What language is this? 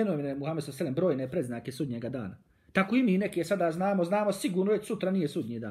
Bosnian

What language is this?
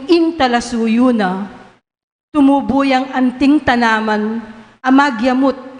Pampanga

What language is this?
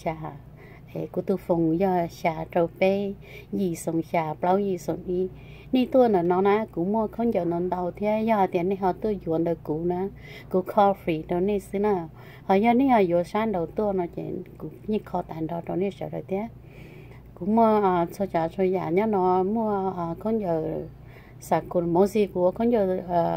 Hmong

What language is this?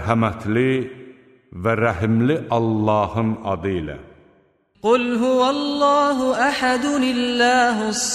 Azerbaijani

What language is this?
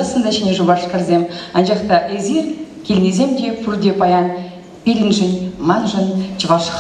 Chuvash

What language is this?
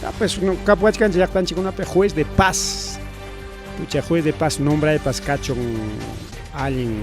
Ayacucho Quechua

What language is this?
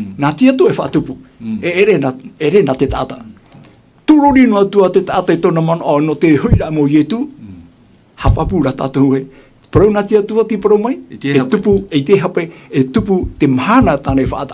Tahitian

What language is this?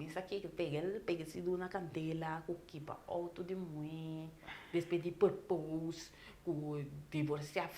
Papiamento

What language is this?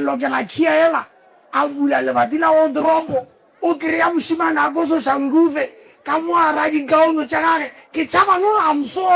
Northern Sotho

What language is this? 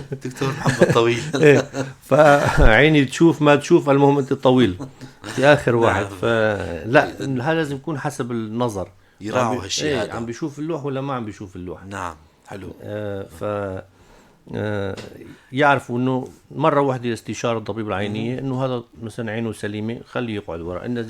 North Levantine Arabic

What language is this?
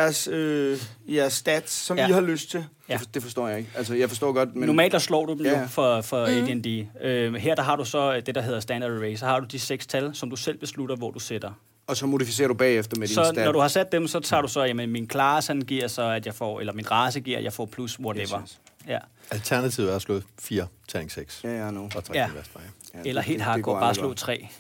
Danish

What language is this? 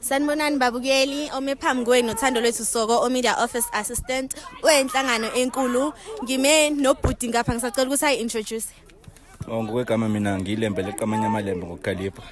Zulu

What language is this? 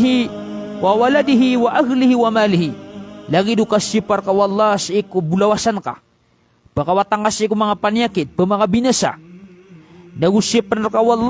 Maranao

